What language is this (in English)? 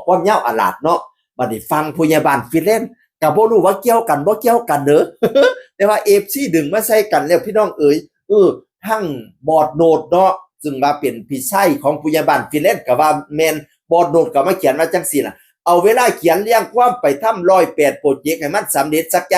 Northeastern Thai